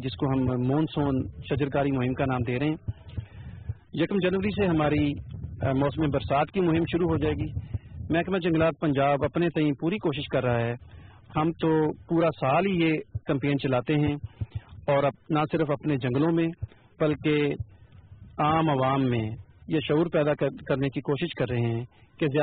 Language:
Urdu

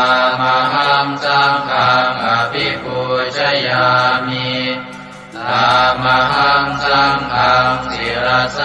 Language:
Pali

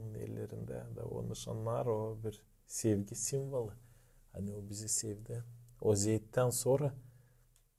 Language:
Gagauz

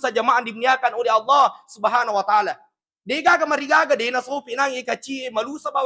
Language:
Buginese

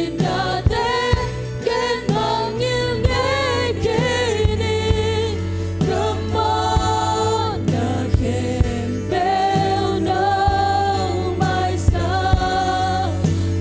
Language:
Tedim Chin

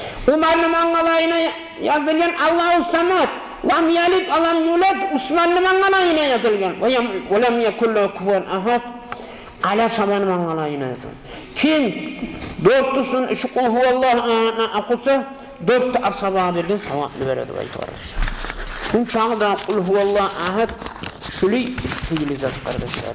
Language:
Kumyk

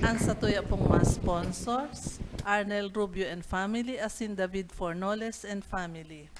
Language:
Bikol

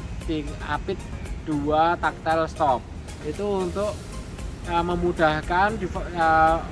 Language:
Indonesian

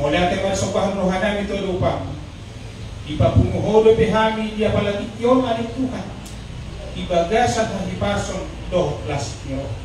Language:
Batak Toba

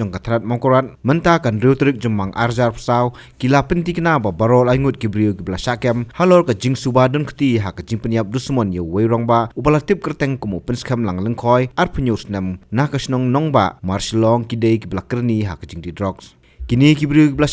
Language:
Khasi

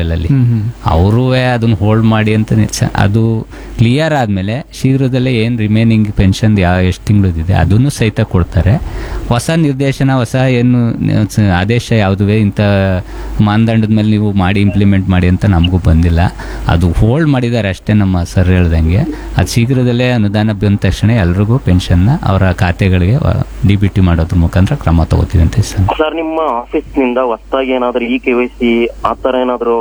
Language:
Kannada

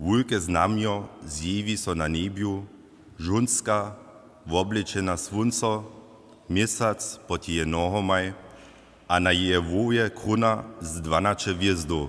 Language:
Upper Sorbian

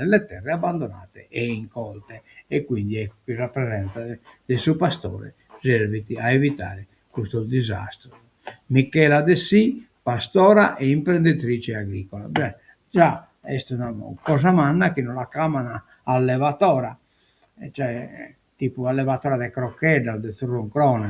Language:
Sardinian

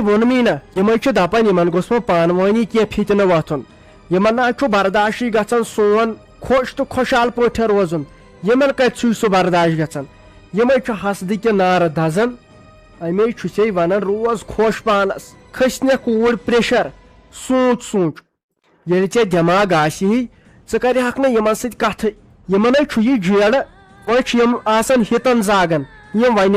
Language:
Kashmiri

